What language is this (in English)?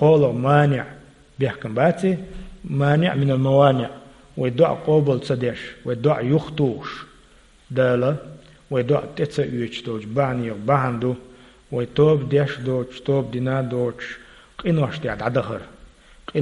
Chechen